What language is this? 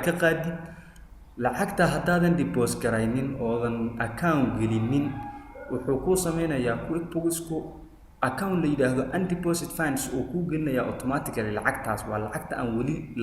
Somali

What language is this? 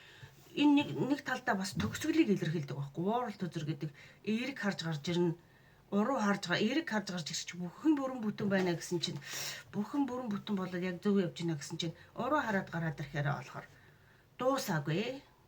Mongolian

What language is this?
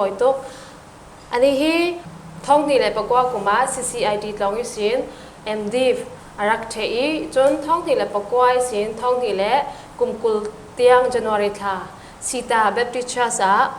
Falam Chin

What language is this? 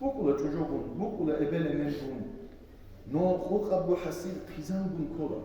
Avaric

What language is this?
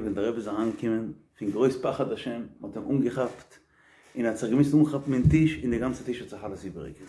Yiddish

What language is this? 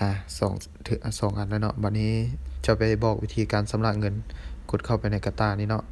Lao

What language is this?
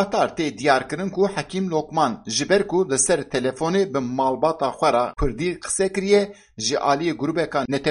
Kurdish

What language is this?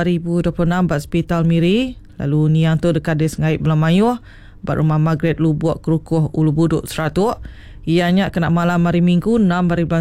Iban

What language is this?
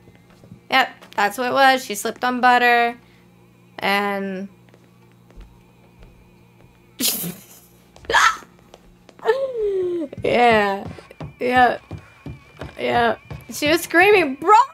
English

